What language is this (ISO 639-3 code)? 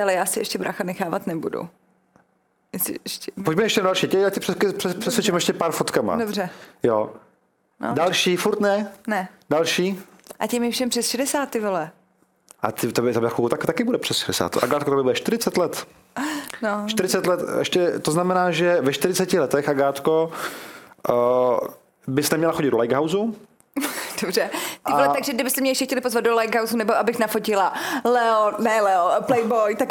ces